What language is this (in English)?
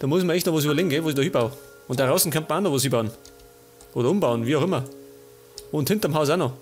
Bavarian